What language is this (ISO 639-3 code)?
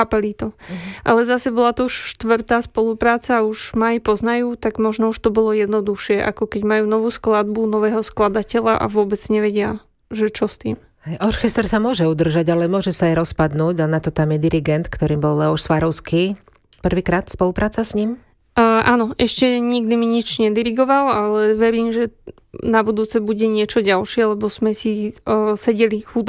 slk